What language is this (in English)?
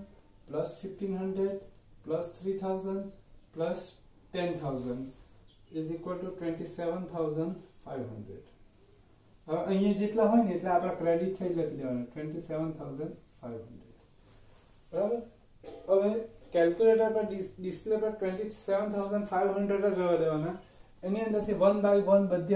Gujarati